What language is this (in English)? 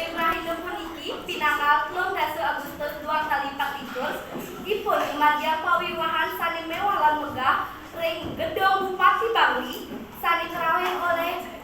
Balinese